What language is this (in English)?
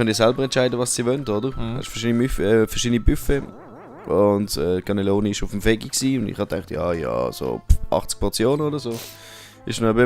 Swiss German